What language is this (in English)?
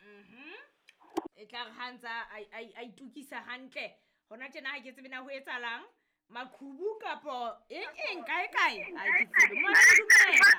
Southern Sotho